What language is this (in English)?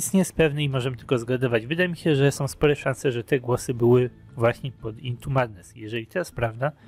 Polish